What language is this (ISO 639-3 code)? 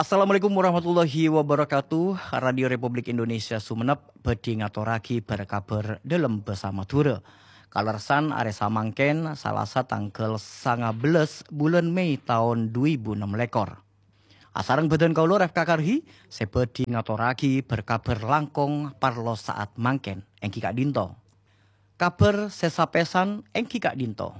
mad